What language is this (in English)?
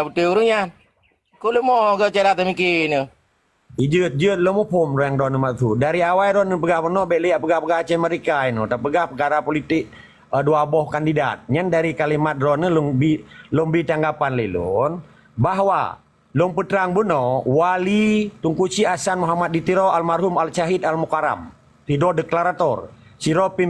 Achinese